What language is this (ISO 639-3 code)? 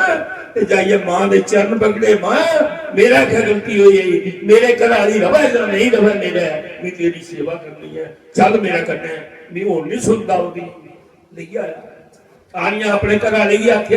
doi